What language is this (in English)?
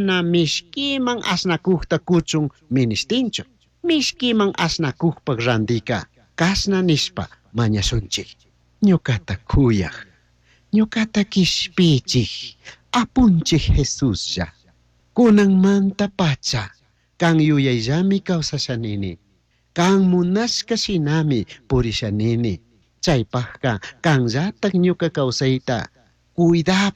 Chimborazo Highland Quichua